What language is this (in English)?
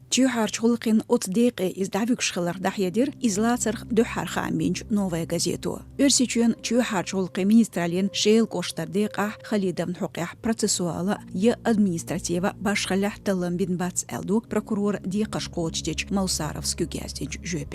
Chechen